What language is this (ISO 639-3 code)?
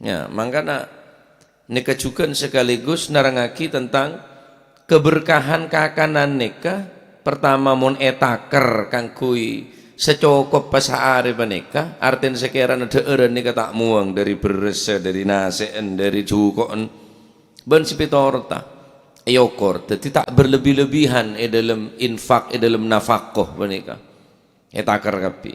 mad